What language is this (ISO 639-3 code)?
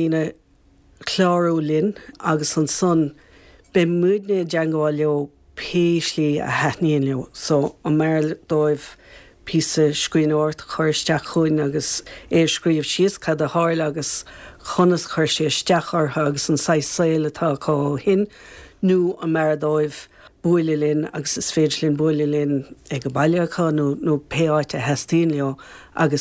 gle